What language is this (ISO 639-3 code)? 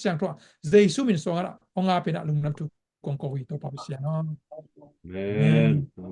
ctd